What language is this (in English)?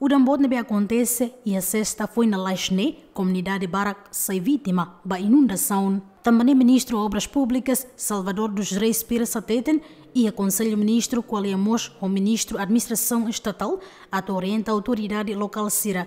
Tetum